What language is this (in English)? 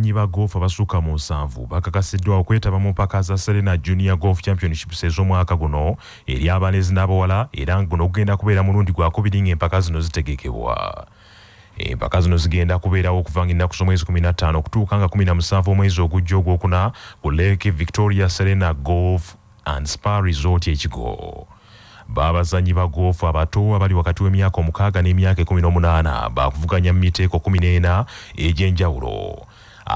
Ganda